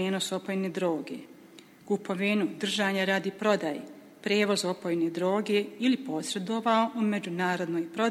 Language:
Bosnian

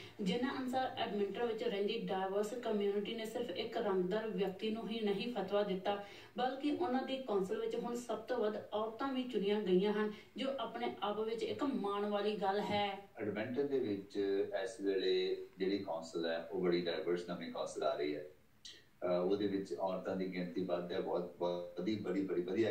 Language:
Punjabi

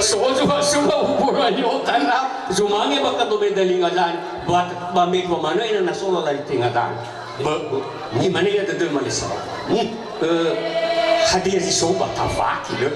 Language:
Nias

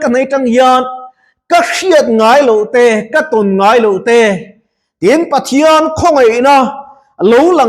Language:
Mizo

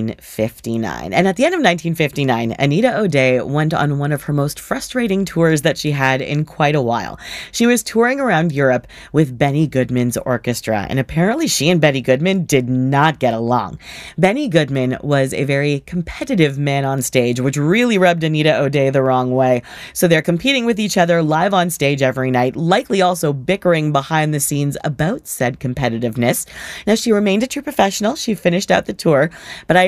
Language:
English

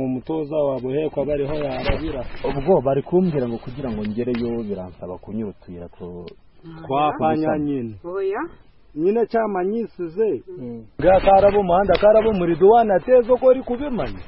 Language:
Kinyarwanda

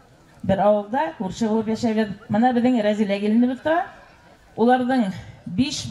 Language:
Bashkir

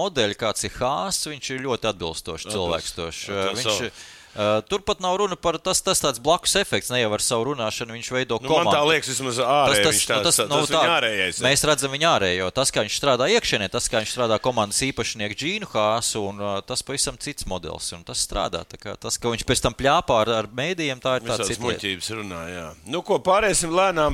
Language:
Latvian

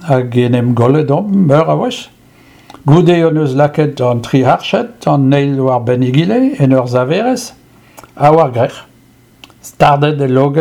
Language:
Breton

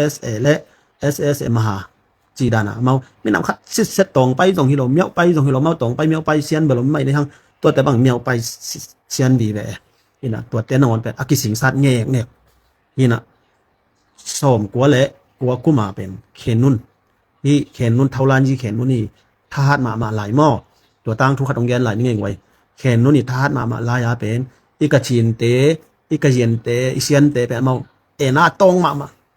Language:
Tedim Chin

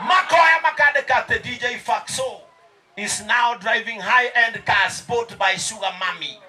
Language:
Kikuyu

